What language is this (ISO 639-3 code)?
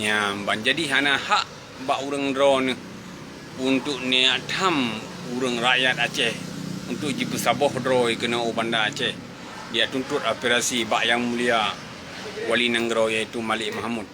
ace